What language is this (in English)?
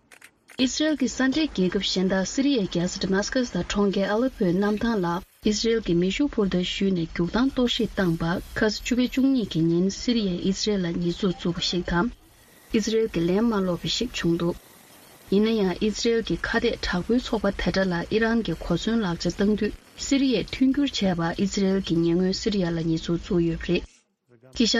Tibetan